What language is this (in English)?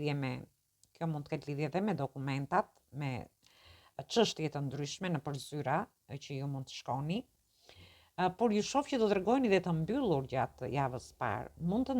Albanian